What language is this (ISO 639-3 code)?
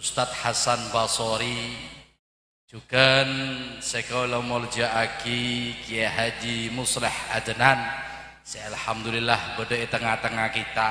mad